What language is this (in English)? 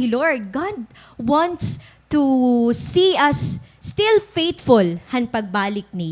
Waray